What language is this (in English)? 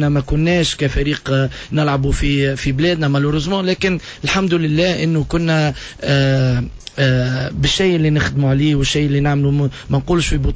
Tunisian Arabic